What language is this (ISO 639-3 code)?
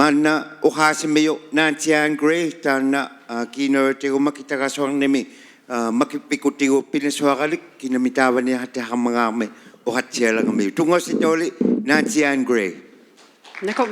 iku